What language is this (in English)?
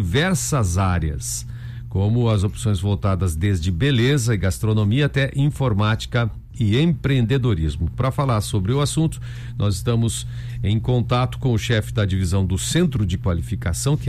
Portuguese